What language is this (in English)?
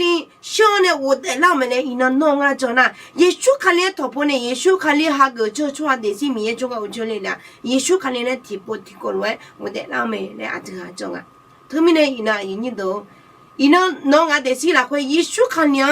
Akha